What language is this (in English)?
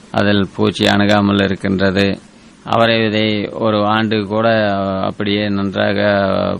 Tamil